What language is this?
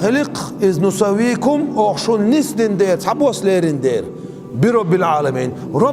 Chechen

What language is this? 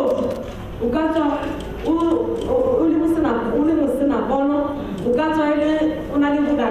Tswana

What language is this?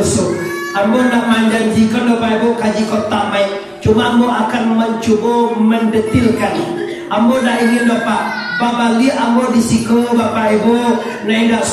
Minangkabau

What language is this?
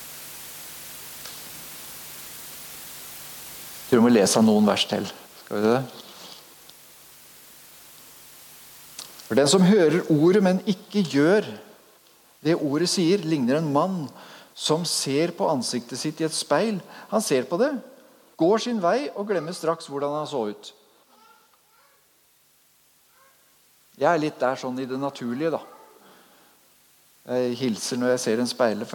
Norwegian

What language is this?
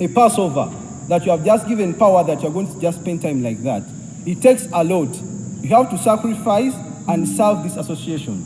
Soga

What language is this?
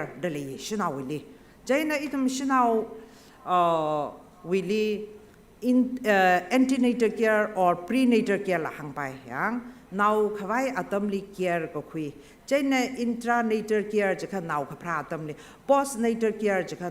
Tangkhul Naga (India)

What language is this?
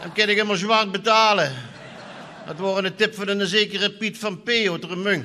Limburgish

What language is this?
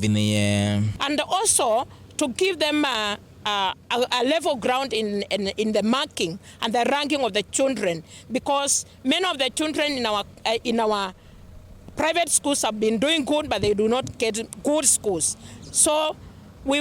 Kamba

